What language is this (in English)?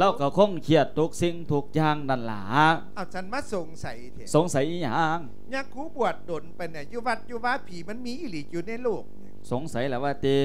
Lao